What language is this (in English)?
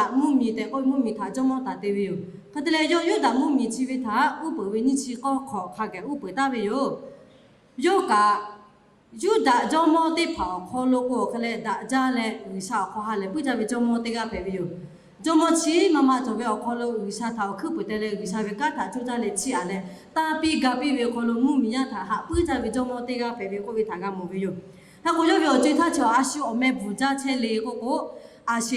Lahu